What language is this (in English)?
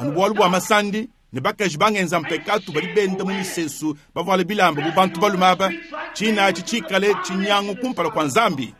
Luba-Lulua